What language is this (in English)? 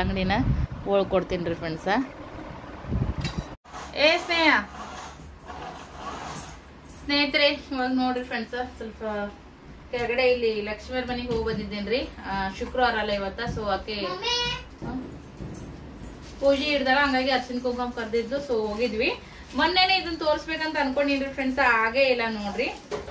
Kannada